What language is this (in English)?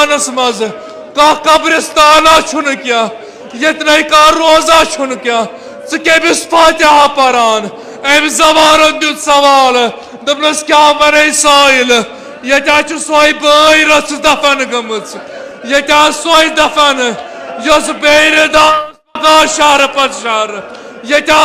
Kashmiri